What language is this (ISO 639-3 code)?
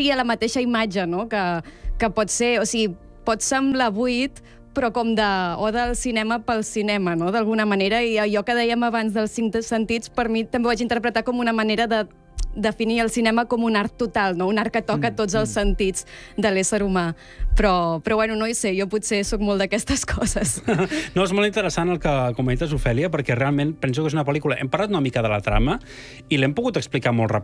cat